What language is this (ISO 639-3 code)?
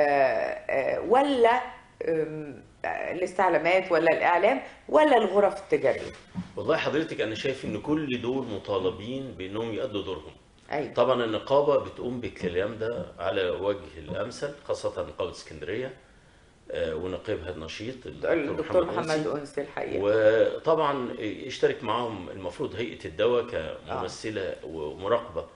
arz